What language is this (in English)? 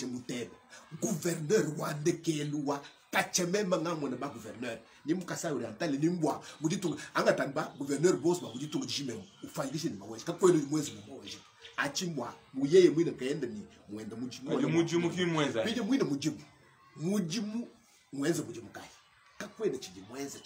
Luba-Lulua